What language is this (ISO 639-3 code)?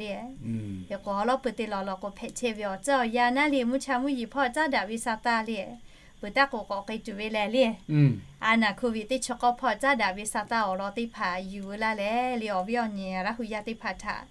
lhu